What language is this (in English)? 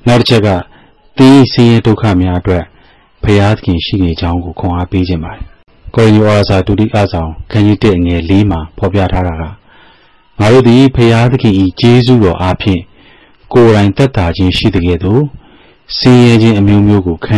Burmese